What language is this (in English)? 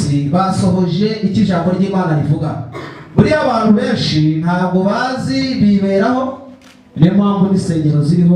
Kinyarwanda